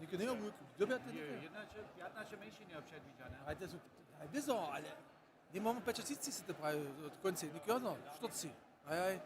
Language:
Upper Sorbian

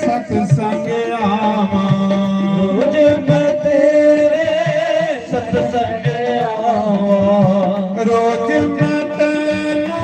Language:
Dogri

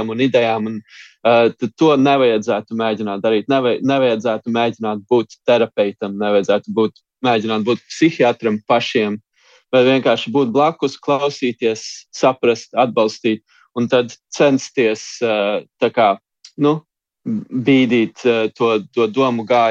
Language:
Latvian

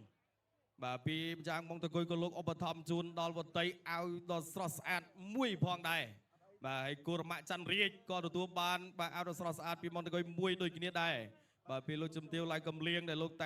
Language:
Khmer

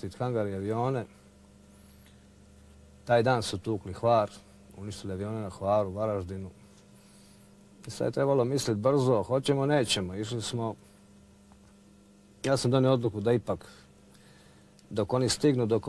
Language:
Croatian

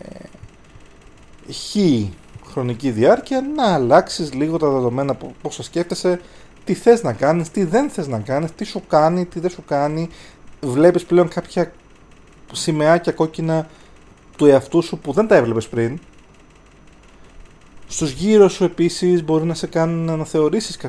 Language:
Greek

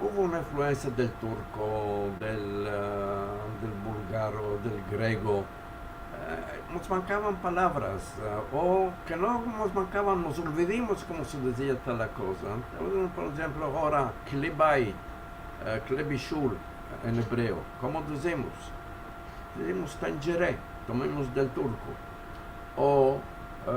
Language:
Ladino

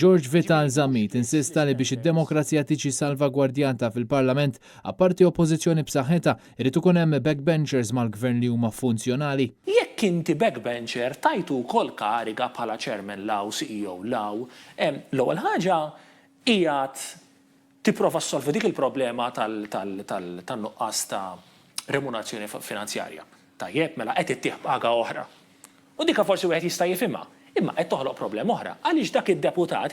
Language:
Maltese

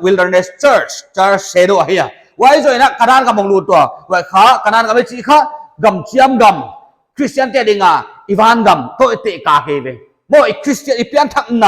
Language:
Paite Chin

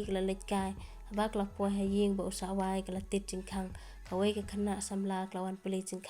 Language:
Khasi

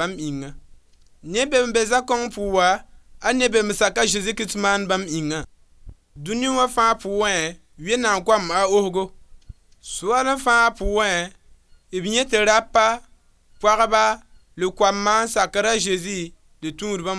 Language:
Mossi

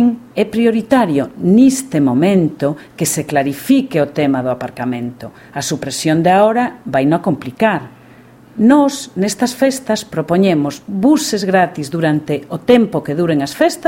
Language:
Galician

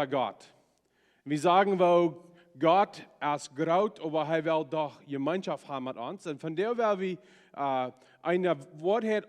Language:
Plautdietsch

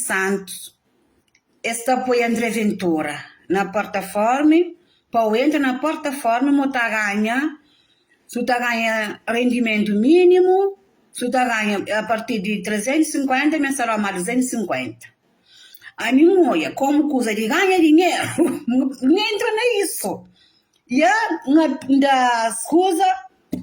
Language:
Kabuverdianu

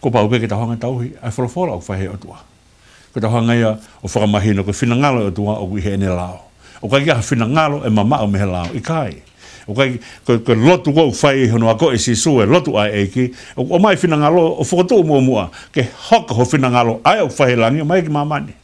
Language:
Tongan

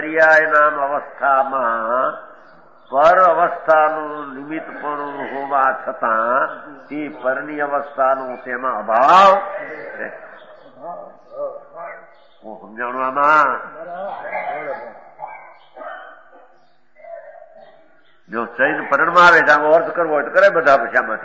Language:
Gujarati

